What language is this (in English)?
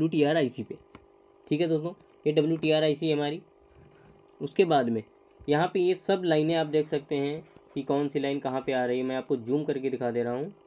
Hindi